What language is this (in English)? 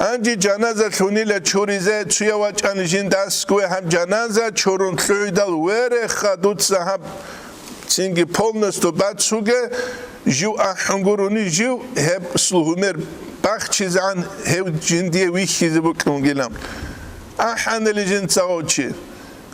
Avaric